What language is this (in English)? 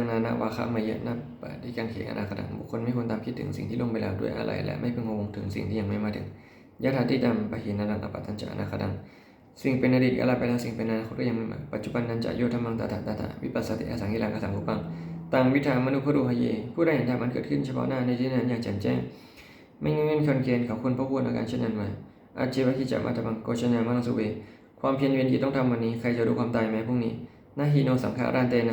Pali